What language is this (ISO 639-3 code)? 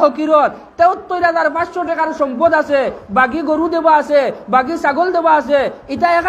syl